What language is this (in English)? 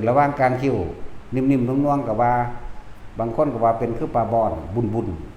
Northeastern Thai